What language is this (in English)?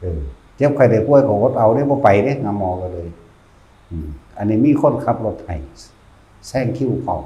Northeastern Thai